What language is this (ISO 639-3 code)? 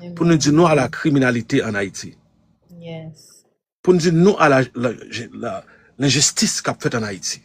hat